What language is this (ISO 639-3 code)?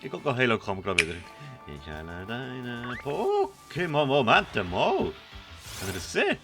gsw